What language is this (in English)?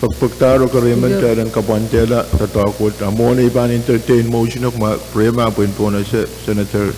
Pohnpeian